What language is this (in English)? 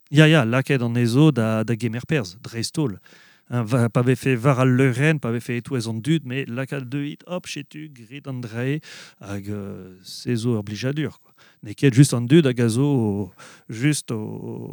Breton